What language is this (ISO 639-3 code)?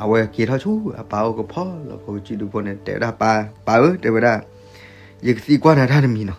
ksw